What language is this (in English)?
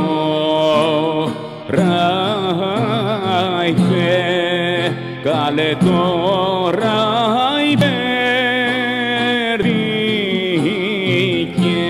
Greek